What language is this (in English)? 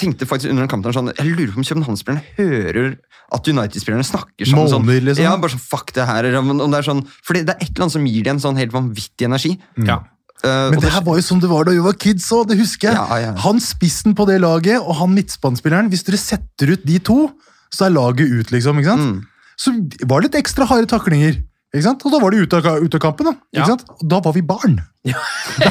Norwegian